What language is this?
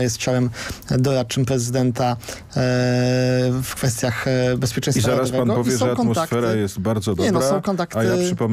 Polish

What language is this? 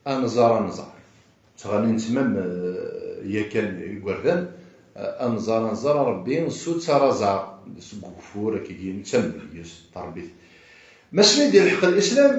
Kabyle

